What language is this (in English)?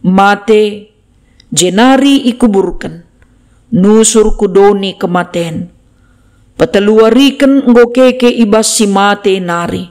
Batak Karo